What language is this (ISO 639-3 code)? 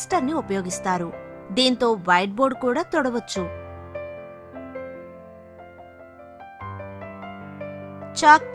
tel